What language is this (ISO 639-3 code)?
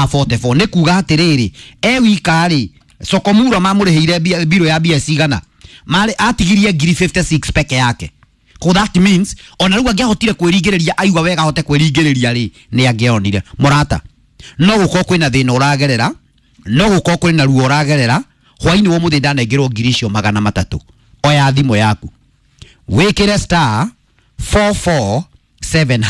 kik